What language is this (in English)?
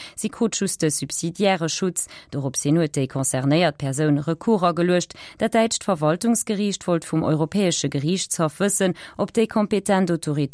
Luxembourgish